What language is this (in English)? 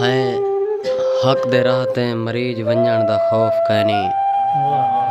Saraiki